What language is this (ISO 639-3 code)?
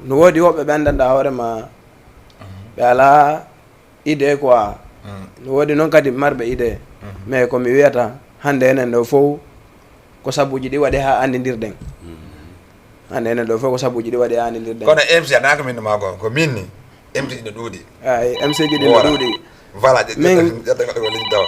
ful